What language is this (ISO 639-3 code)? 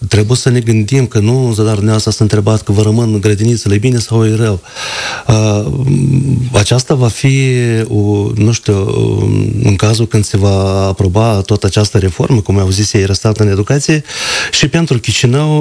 ron